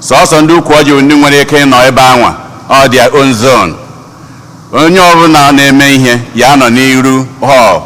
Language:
Igbo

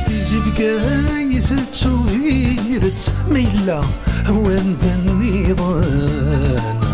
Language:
Kabyle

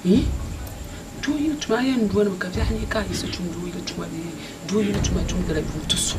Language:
Dagbani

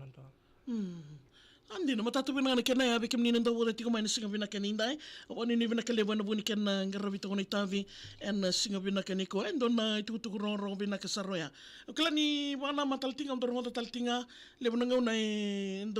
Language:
Fijian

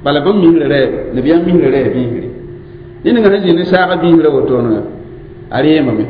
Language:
Mossi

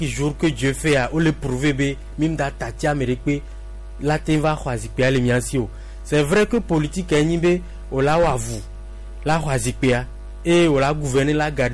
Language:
Gen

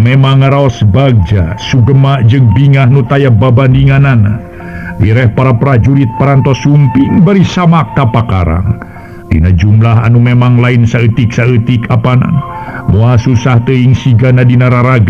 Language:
Sundanese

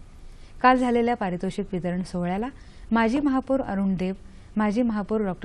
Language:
Marathi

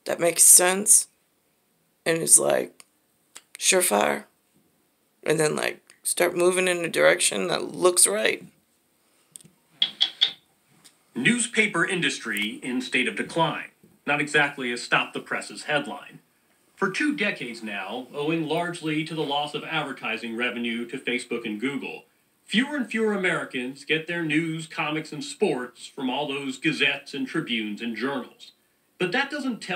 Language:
English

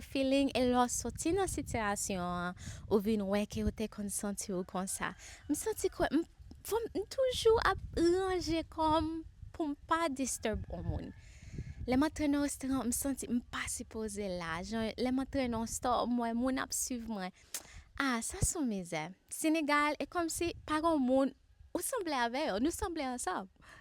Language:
Haitian Creole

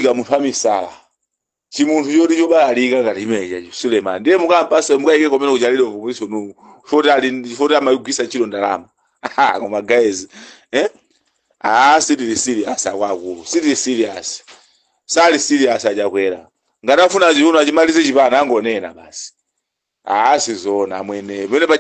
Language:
Nyanja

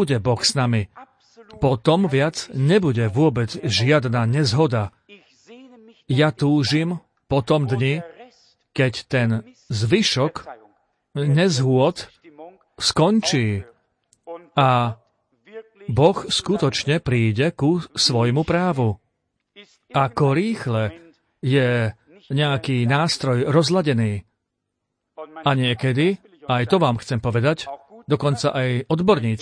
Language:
Slovak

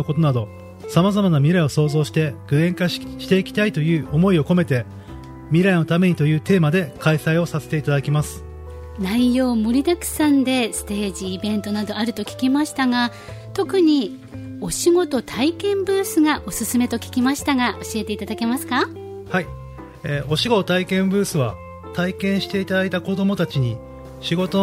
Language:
Japanese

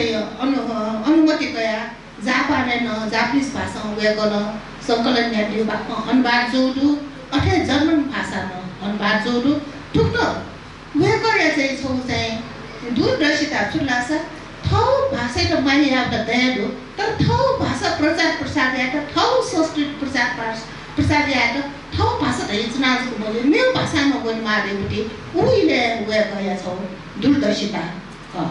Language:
Newari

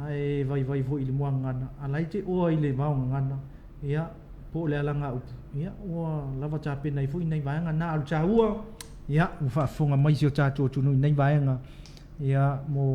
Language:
Samoan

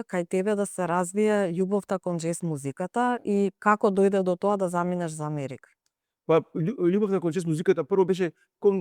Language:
Macedonian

